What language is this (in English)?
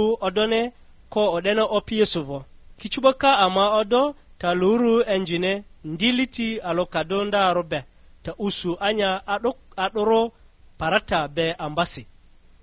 Lugbara